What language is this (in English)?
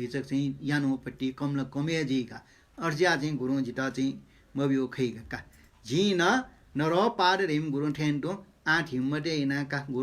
Newari